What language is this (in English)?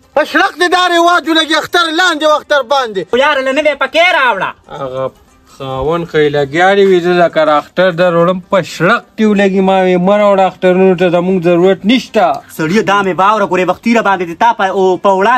Pashto